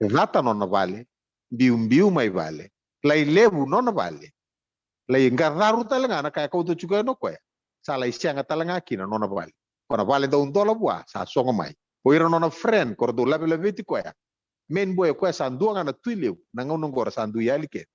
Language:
Fijian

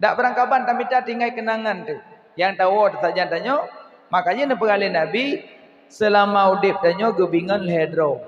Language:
Achinese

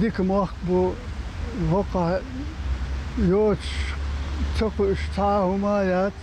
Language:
Chechen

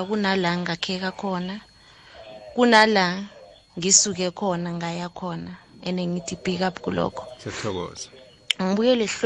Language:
South Ndebele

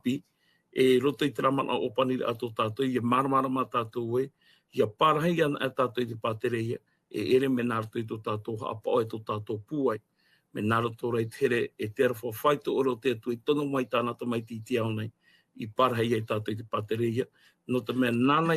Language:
Tahitian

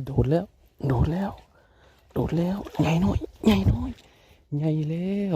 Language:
Northeastern Thai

